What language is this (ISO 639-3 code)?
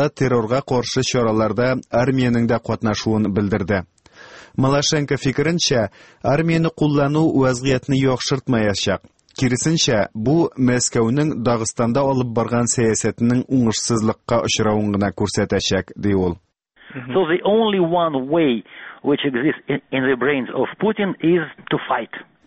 tat